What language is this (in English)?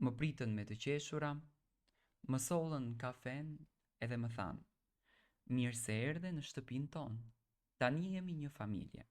Albanian